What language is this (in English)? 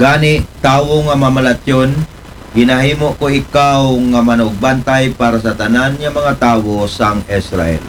Aklanon